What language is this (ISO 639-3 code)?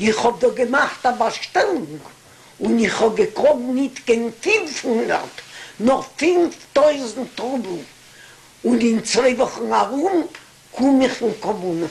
yid